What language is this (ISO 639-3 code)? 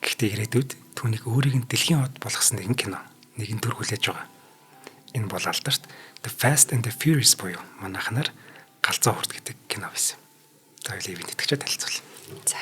mon